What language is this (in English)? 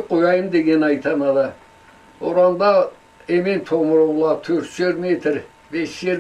Karachay-Balkar